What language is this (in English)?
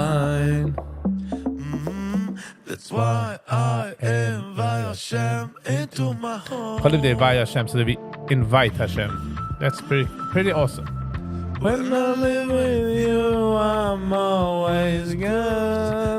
Yiddish